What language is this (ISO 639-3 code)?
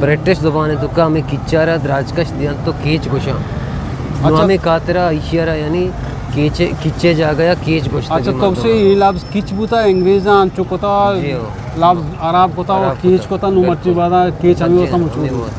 bgp